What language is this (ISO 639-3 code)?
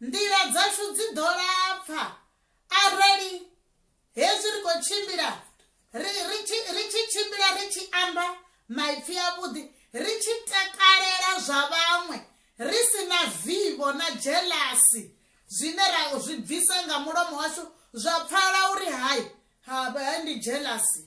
ven